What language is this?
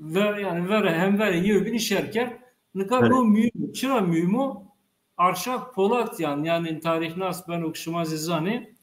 Zaza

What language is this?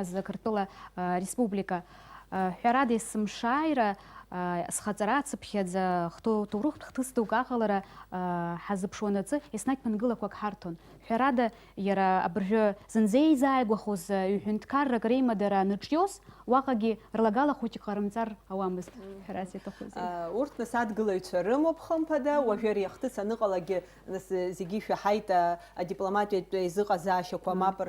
Abkhazian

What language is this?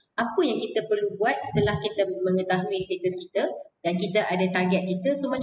Malay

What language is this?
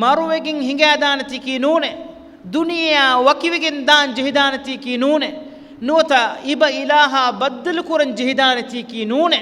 Divehi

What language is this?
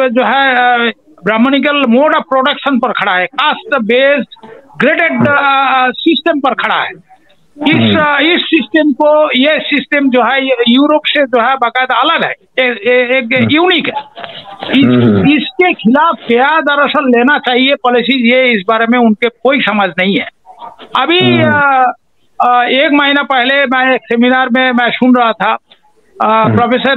Hindi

